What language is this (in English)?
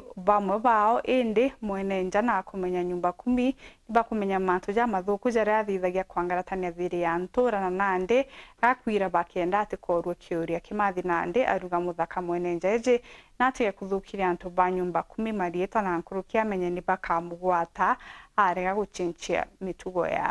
Meru